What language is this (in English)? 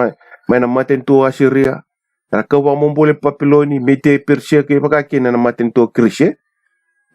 Fijian